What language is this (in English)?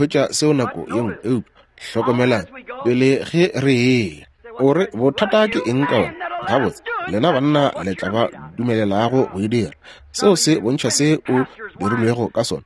Northern Sotho